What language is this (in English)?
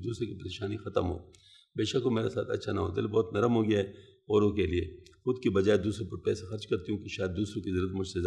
Urdu